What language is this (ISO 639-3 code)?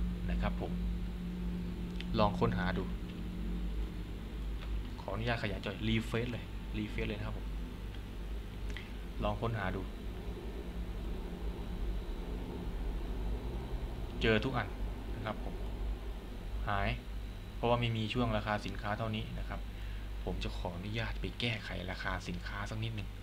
tha